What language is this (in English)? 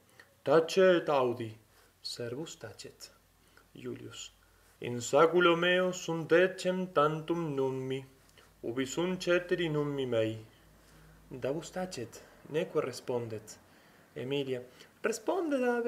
Latin